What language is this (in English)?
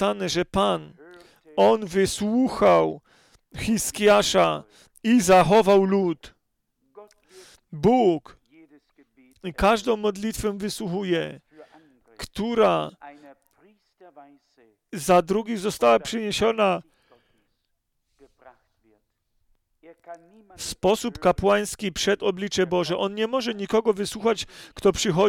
Polish